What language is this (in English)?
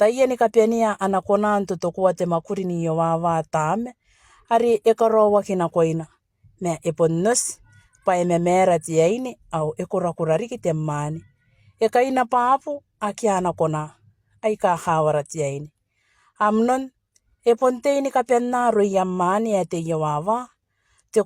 Gilbertese